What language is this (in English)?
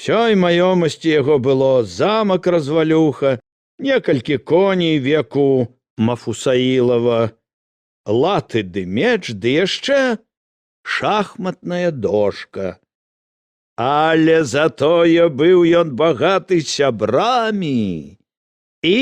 Belarusian